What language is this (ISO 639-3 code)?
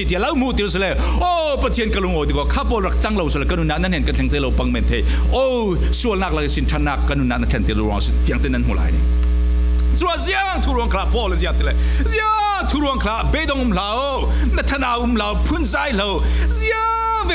cfm